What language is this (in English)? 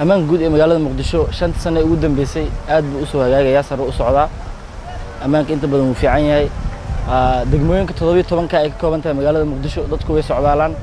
Somali